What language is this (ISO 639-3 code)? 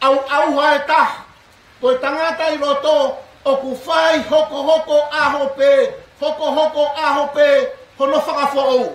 ton